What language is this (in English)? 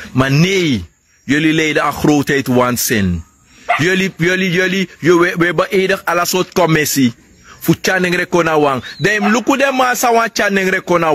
Sranan Tongo